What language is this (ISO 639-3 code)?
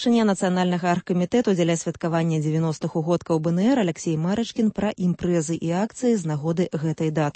bel